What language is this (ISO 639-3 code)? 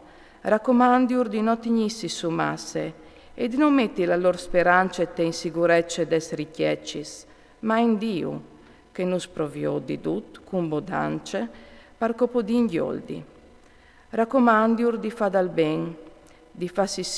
fur